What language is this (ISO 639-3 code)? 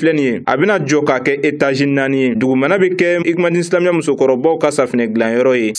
bam